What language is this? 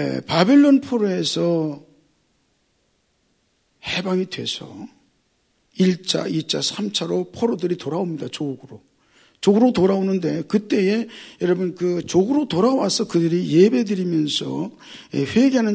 Korean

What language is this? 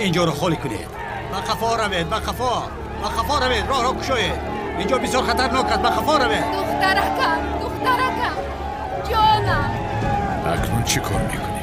Tajik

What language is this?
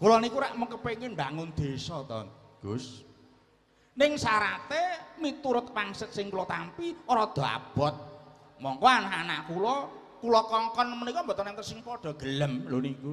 Javanese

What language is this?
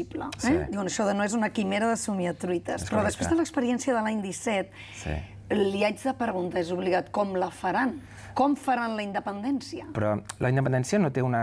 Catalan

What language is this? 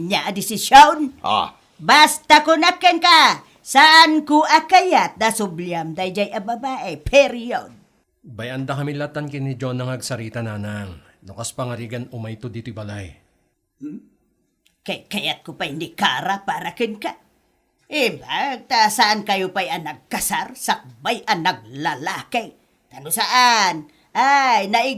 Iloko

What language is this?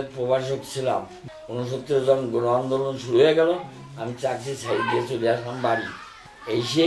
Bangla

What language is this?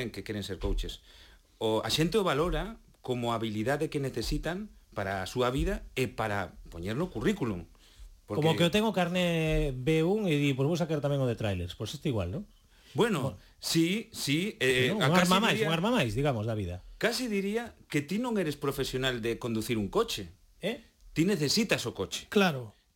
Galician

